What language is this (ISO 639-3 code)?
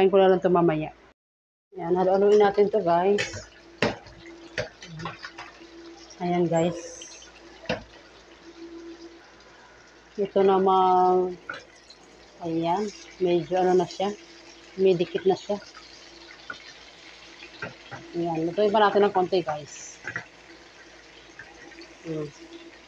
fil